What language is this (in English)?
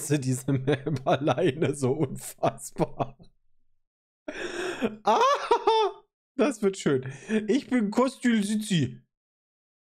German